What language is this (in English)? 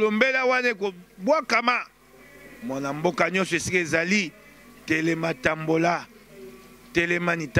Lingala